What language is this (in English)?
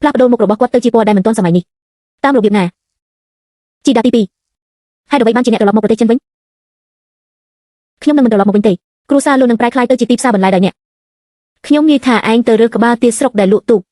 Khmer